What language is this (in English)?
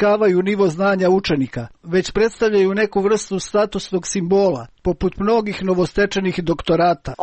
Serbian